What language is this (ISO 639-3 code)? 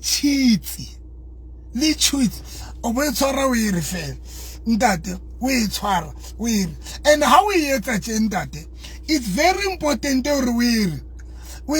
sot